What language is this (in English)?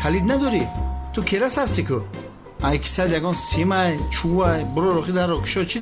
Tajik